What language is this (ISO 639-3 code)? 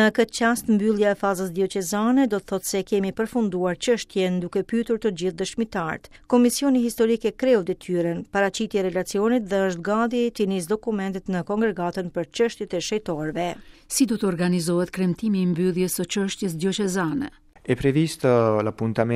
sqi